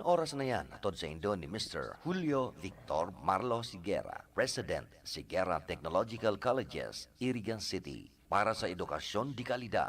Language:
Bikol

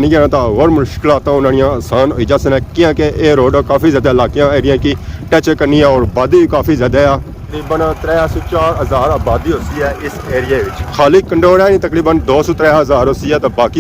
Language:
Pahari-Potwari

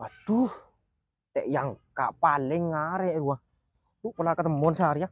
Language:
Madurese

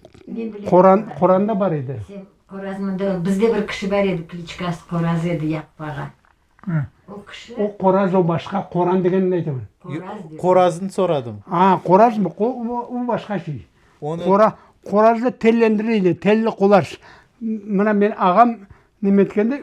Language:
Crimean Tatar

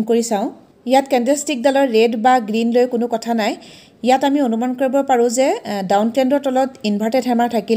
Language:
Assamese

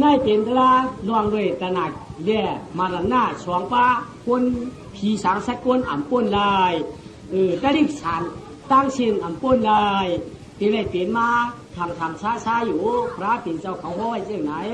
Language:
Shan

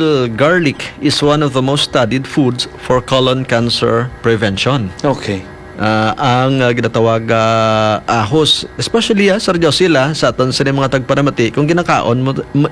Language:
Hiligaynon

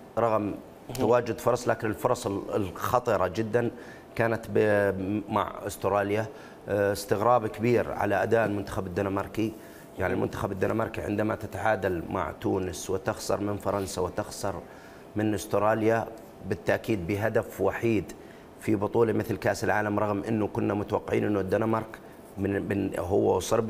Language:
Mesopotamian Arabic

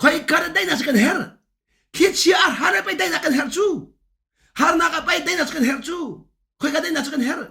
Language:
Hakha Chin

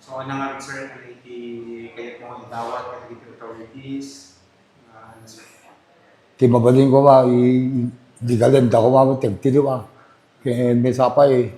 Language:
Iloko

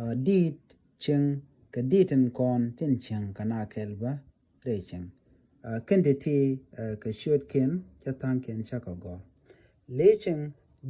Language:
Nuer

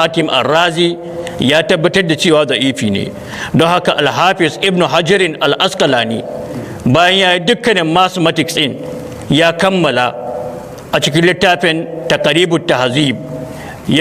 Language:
Hausa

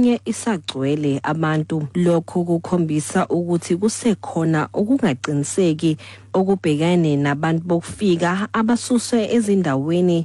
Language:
Xhosa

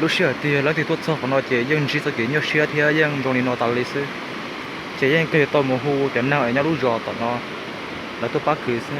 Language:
Hmong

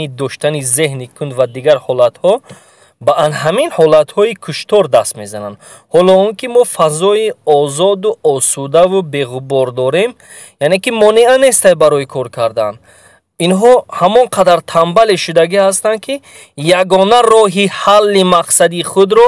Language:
Tajik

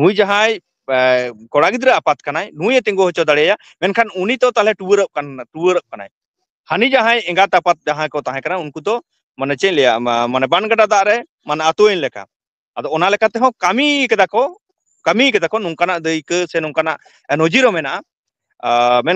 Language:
Santali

